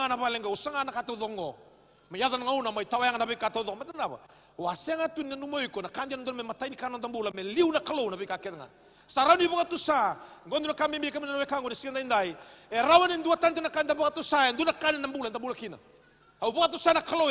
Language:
Fijian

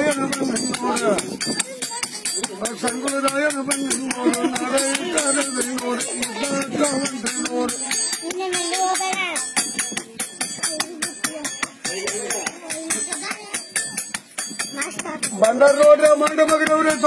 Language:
Kannada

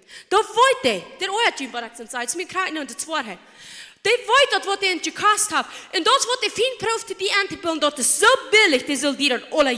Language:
Plautdietsch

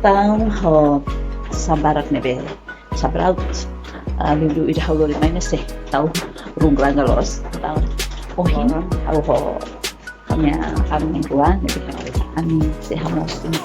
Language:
Tetum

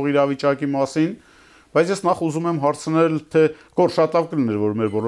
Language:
Armenian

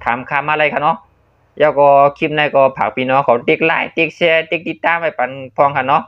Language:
Shan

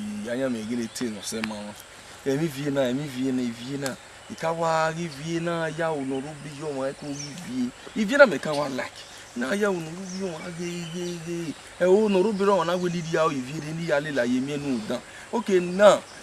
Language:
Bini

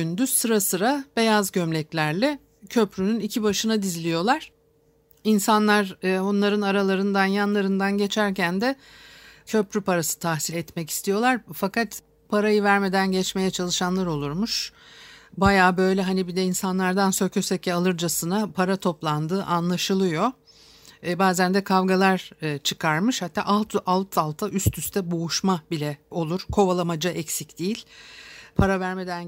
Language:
Turkish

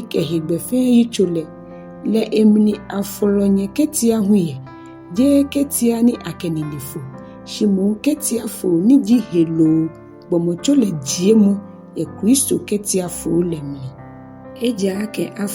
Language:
Ga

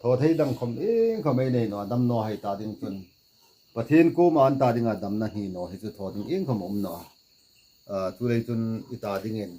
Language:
Hmar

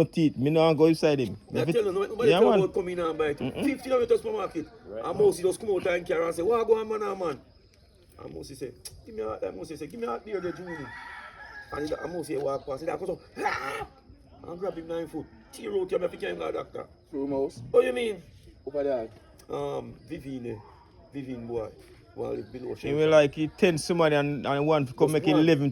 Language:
Jamaican Creole English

